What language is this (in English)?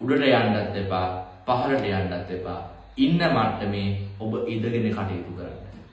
Sinhala